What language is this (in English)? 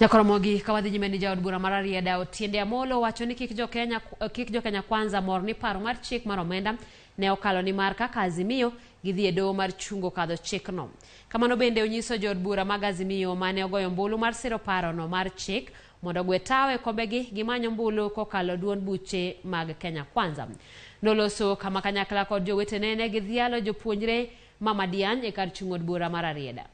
Luo (Kenya and Tanzania)